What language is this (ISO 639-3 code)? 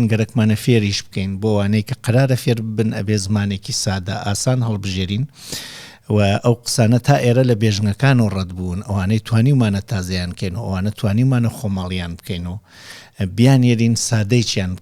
ckb